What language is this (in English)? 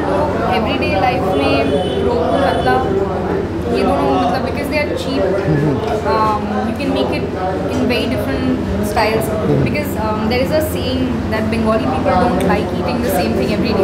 Hindi